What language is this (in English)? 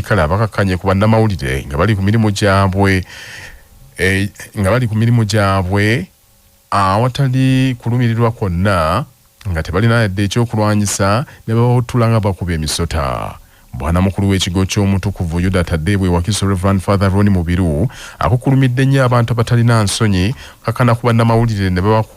Ganda